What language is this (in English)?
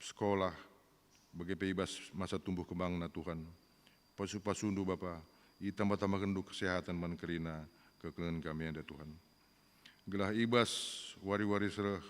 Batak Karo